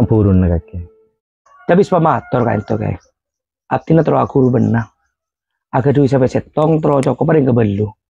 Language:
Madurese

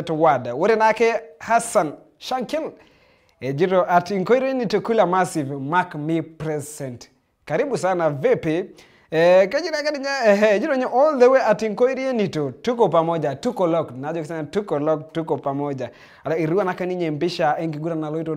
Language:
Masai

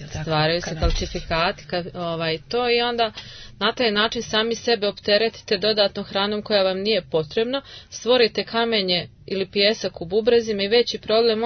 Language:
Serbian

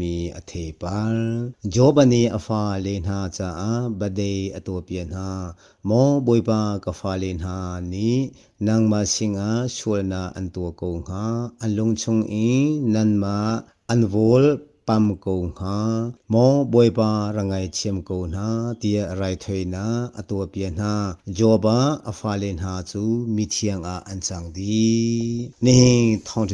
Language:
Hakha Chin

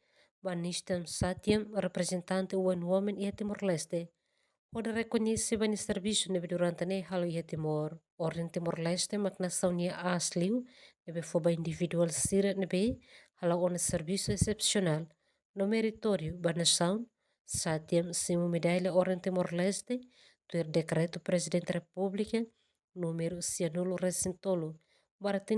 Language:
Tetum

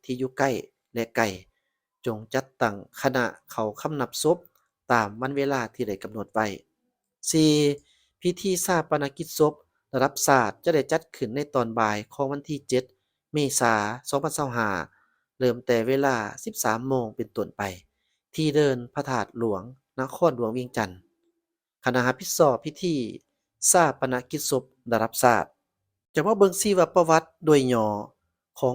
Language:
Lao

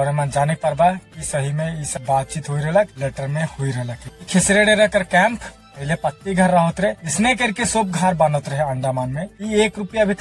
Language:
Sadri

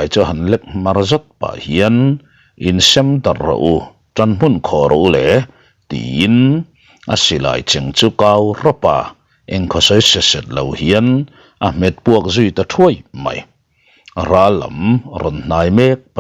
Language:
Mizo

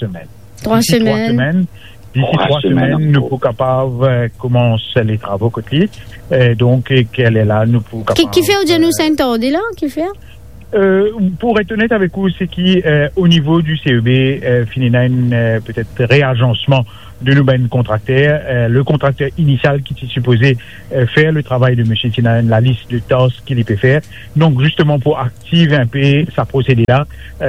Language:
Morisyen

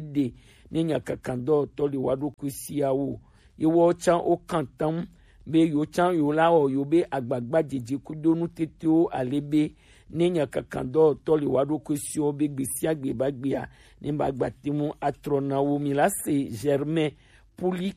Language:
Gen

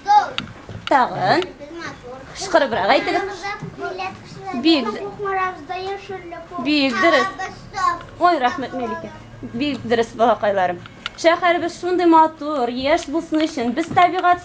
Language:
Tatar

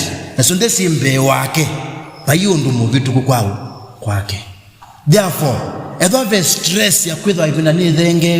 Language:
Kamba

